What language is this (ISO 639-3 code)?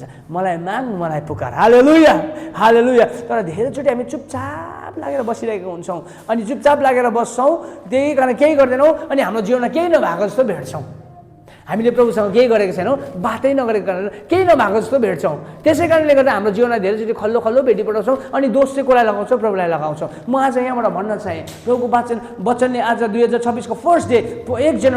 nep